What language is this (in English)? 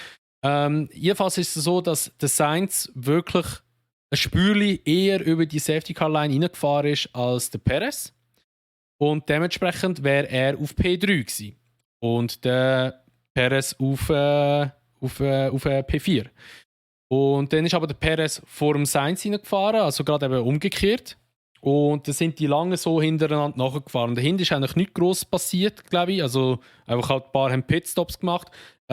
Swiss German